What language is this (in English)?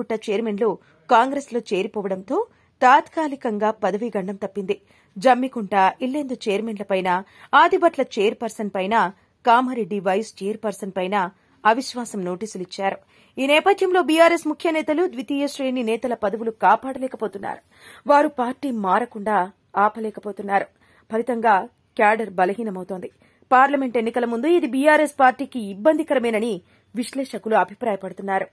Telugu